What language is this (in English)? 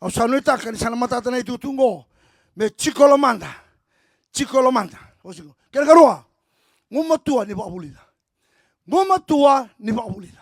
Fijian